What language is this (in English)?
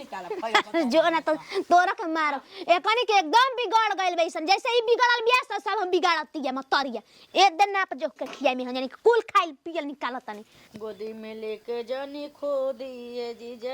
Bhojpuri